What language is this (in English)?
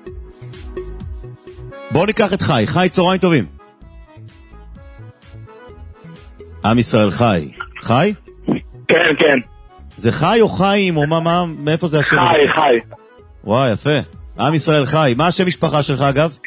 Hebrew